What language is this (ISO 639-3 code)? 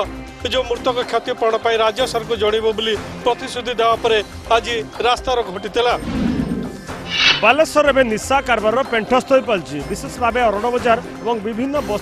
ori